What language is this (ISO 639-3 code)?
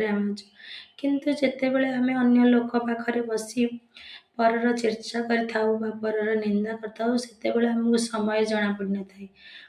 ori